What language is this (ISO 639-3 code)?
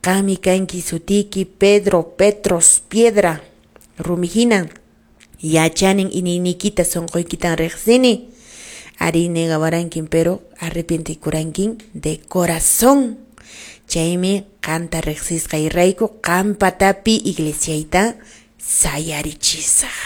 que